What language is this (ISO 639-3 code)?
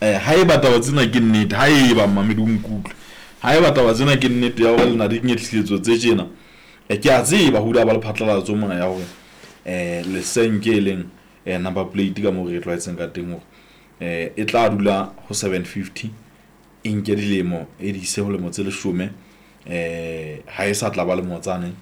sot